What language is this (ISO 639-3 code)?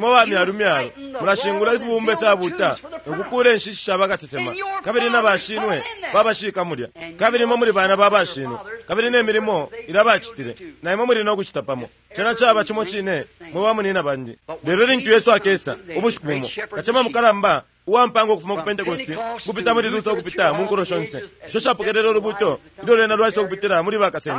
bem